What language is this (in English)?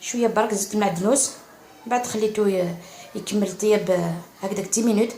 Algerian Arabic